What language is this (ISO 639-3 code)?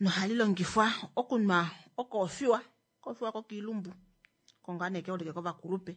kua